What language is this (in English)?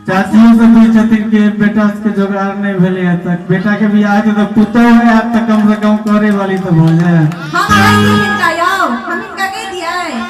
Maithili